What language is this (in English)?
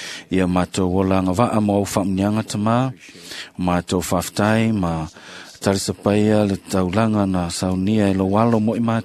Samoan